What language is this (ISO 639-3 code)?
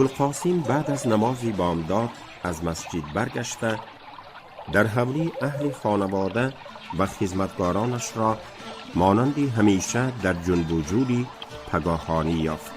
tgk